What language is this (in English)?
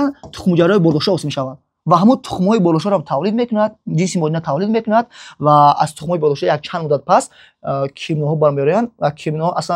Tajik